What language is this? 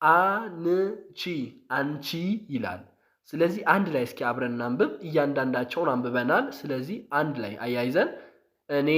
Amharic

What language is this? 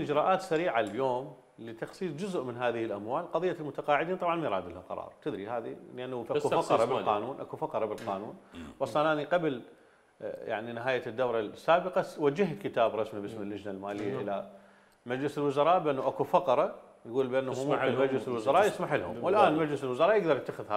Mesopotamian Arabic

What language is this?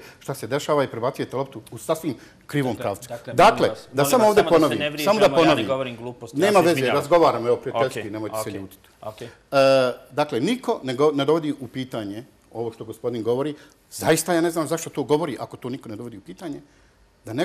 Bosnian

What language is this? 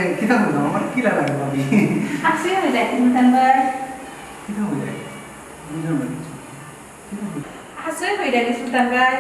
Sylheti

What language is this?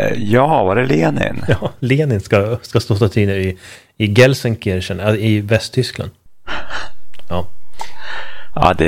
Swedish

